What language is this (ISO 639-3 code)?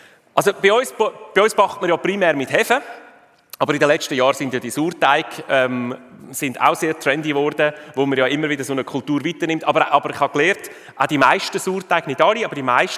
gsw